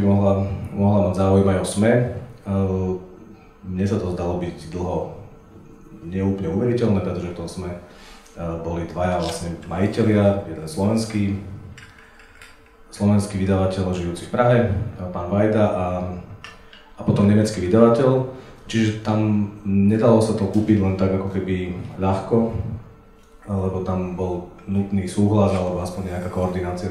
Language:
Slovak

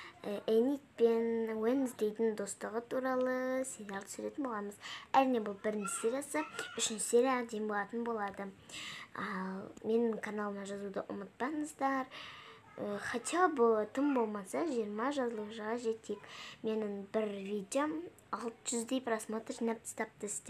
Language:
Kazakh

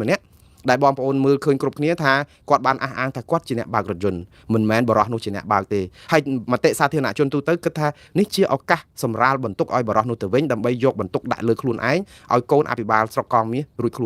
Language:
Khmer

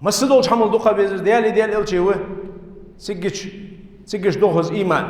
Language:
Ingush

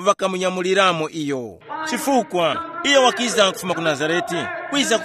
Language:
Tumbuka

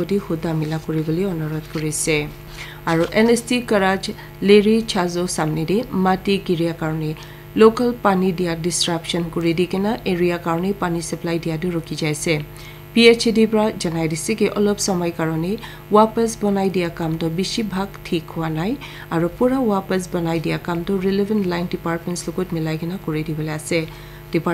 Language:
Naga Pidgin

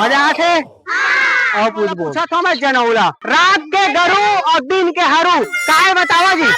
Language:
Chhattisgarhi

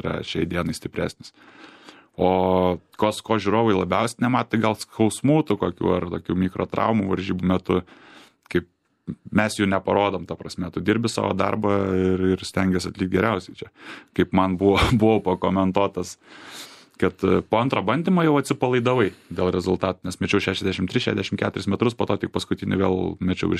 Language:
Lithuanian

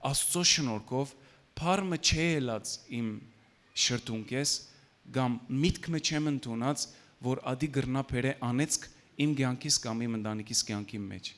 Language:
Western Armenian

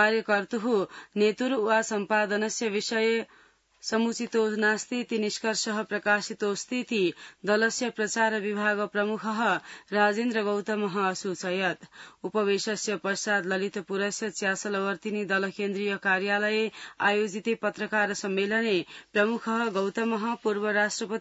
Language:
Sanskrit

